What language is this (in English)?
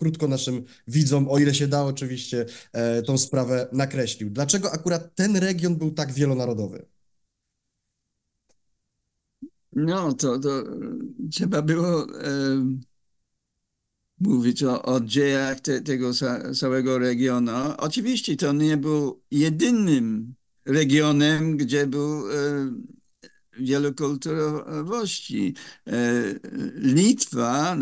Polish